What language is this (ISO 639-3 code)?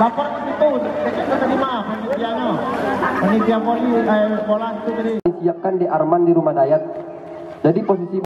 min